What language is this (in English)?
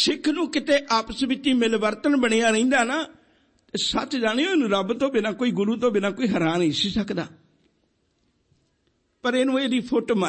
Punjabi